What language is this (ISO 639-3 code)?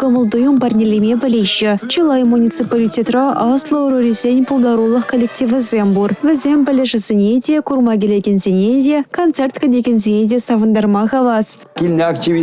chv